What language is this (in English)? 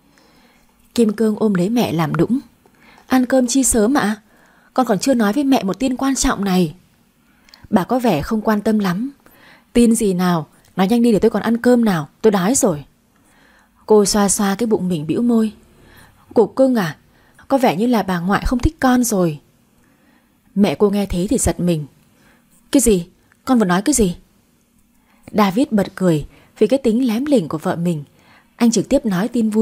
Vietnamese